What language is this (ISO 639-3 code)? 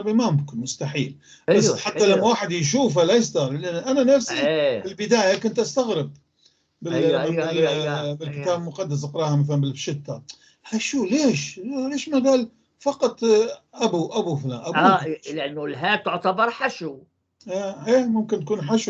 apc